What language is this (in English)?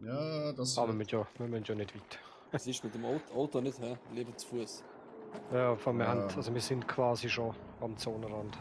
Swiss German